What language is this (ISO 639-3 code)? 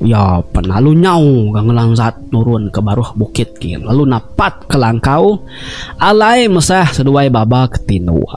iba